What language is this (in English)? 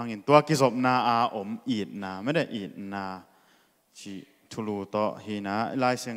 Tedim Chin